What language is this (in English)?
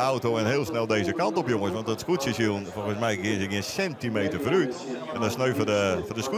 Western Frisian